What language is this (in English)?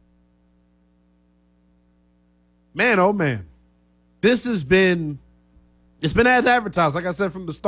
English